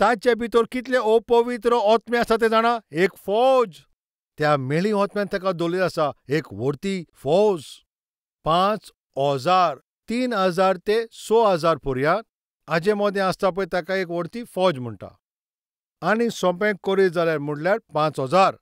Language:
Konkani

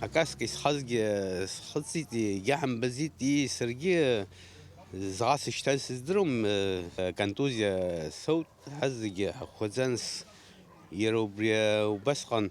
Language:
Abkhazian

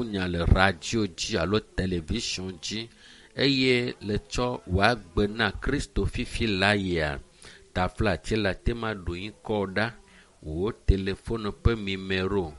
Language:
Ewe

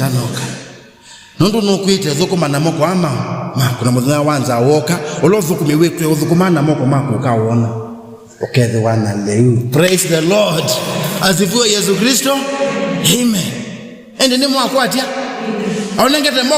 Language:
Kamba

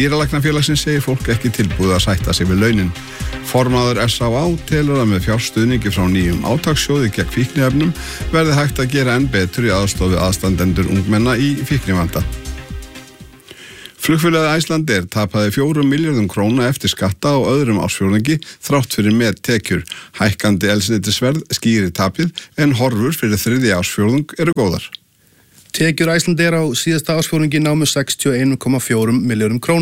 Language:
Icelandic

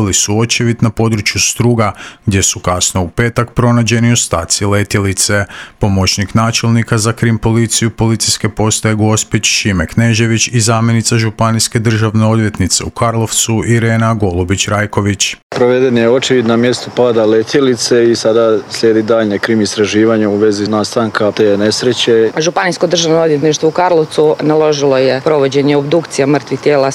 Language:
Croatian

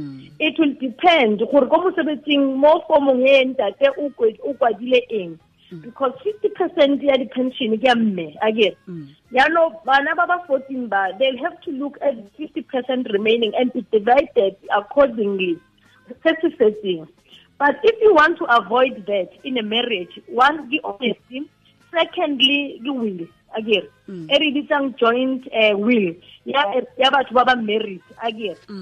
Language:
Tswana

